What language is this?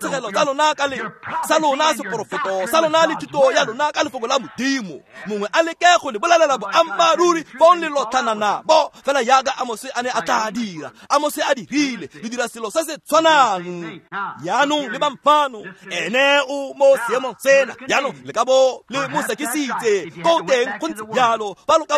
Tswana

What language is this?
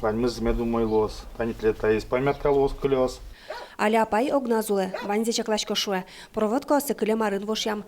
Udmurt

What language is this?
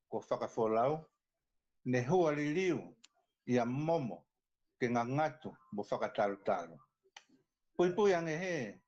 Tongan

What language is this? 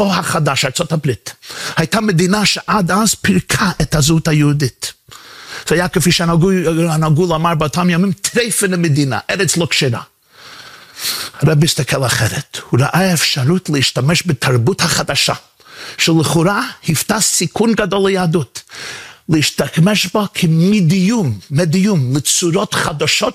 Hebrew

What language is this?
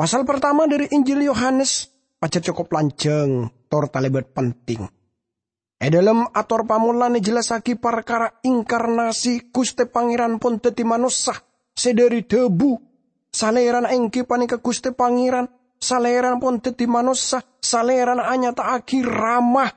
Madurese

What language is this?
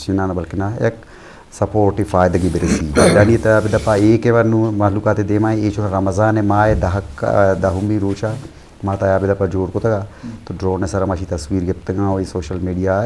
Eastern Balochi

